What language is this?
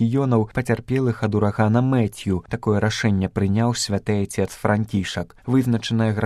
Belarusian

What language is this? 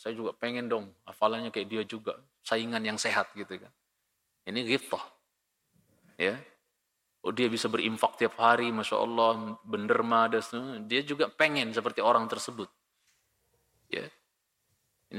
Indonesian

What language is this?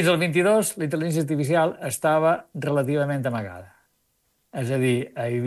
Catalan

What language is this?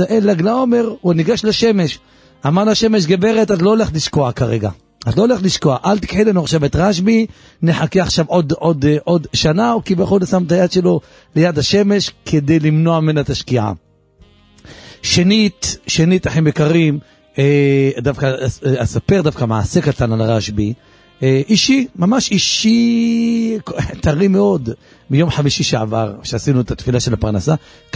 Hebrew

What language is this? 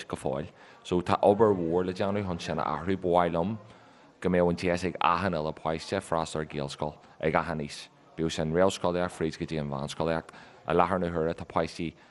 Irish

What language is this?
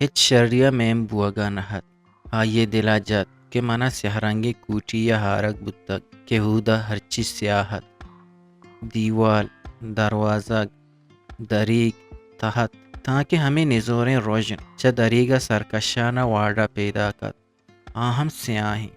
Eastern Balochi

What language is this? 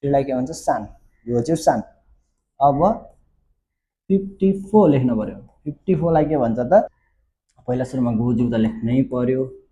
Nepali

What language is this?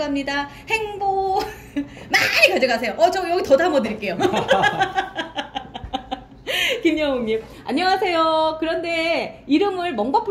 Korean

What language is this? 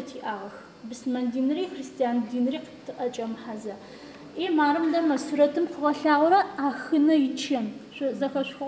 Adyghe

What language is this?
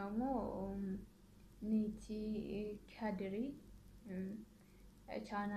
Oromo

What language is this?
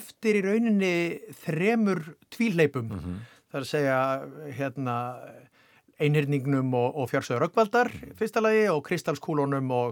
Icelandic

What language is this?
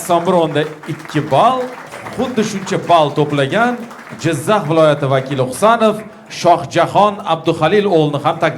Uzbek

